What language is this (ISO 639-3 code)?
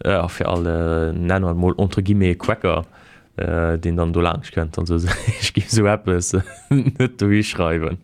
ltz